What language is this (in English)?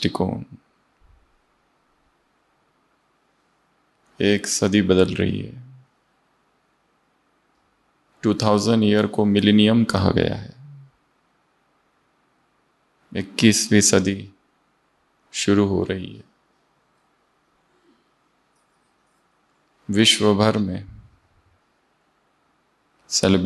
Hindi